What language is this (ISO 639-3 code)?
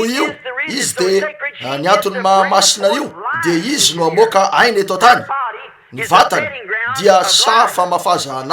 mlg